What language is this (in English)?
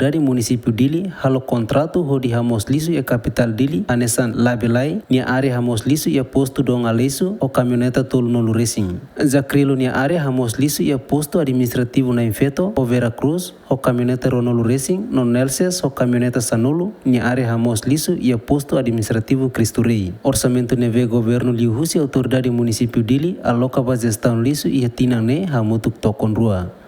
Tetum